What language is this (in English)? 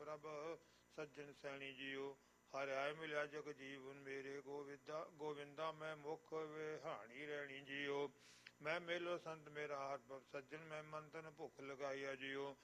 Punjabi